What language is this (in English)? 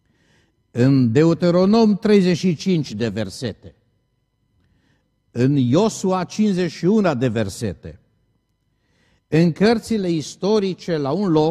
Romanian